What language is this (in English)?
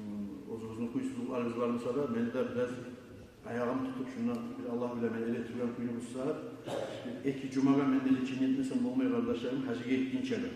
Kumyk